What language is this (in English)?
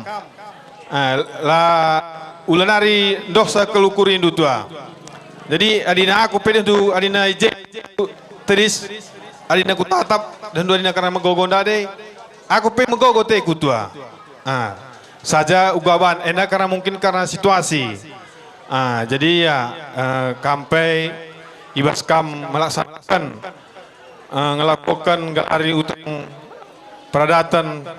Batak Karo